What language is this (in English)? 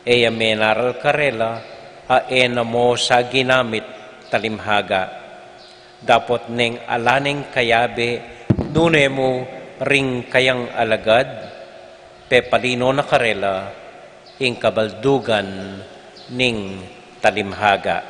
Pampanga